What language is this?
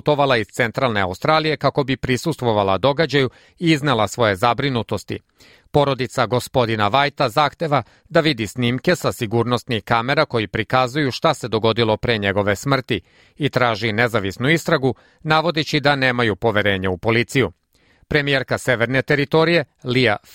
Serbian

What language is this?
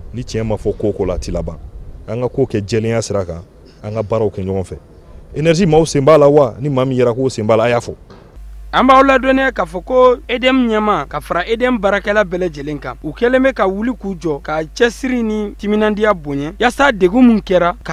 Bambara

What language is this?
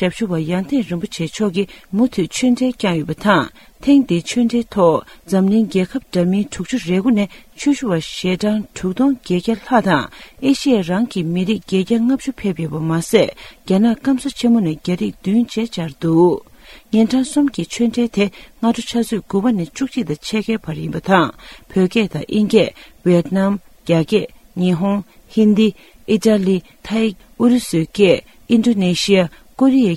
Tibetan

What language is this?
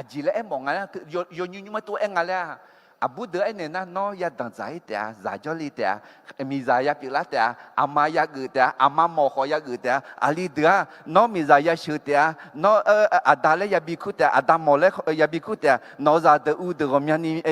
Akha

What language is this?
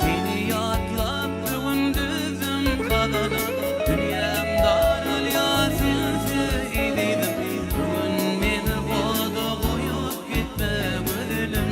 Turkmen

